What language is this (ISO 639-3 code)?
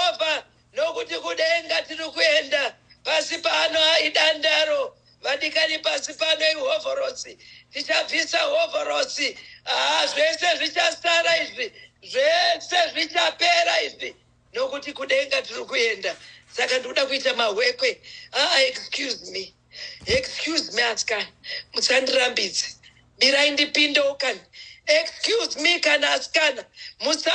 sna